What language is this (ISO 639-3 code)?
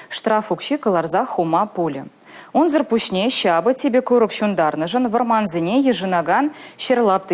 chv